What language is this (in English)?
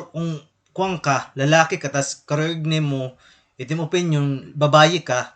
Waray